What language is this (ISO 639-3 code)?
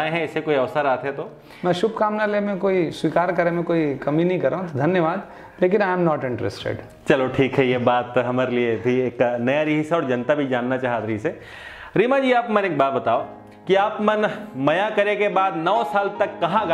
hne